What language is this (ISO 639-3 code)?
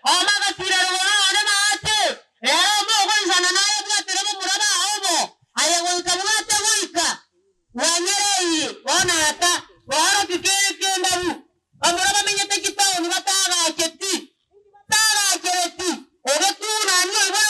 guz